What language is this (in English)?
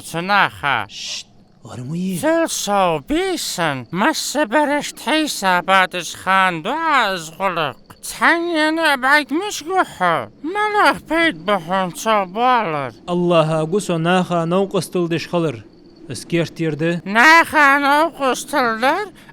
Ingush